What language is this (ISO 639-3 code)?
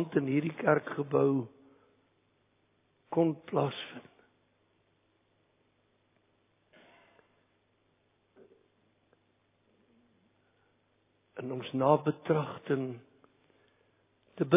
afr